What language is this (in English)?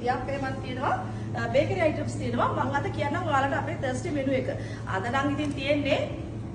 Sinhala